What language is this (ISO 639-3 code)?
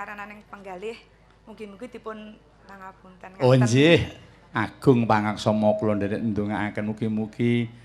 jav